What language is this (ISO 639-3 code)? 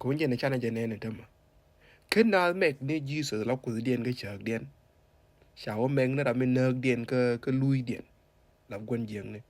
nus